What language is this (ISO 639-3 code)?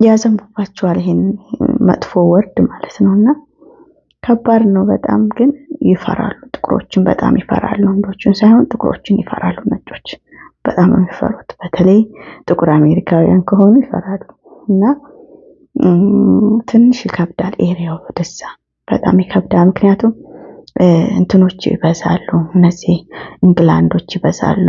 amh